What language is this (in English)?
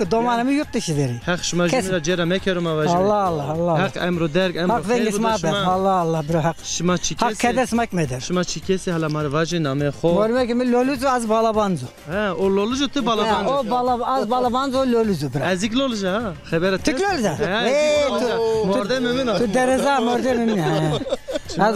Zaza